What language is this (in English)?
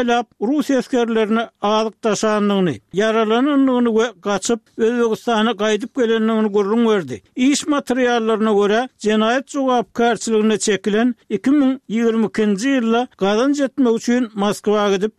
Turkmen